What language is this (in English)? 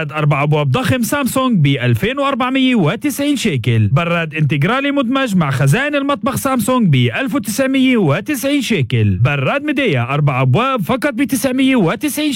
North Levantine Arabic